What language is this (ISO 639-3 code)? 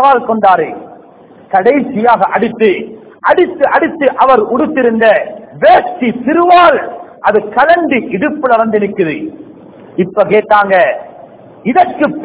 tam